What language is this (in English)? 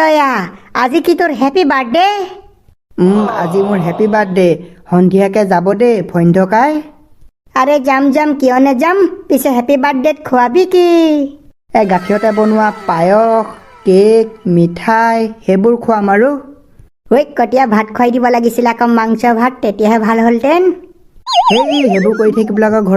Assamese